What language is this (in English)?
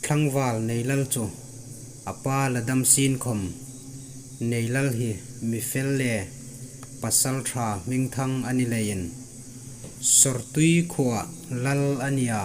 Hmar